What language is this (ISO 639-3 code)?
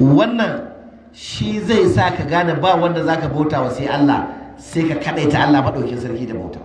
hau